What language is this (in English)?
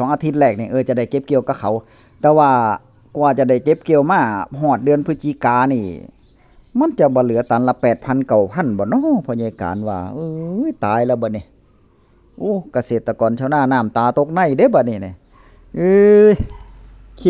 Northeastern Thai